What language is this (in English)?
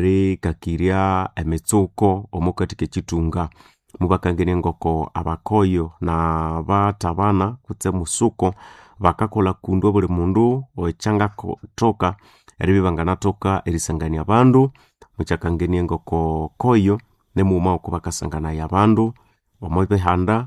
Nande